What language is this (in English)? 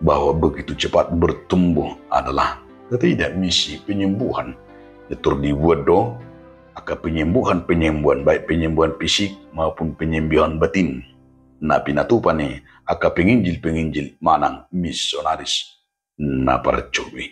Batak Toba